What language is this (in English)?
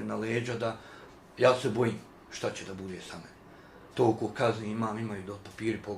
Bosnian